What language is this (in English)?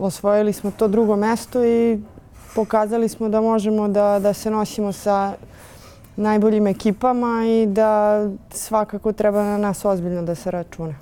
Serbian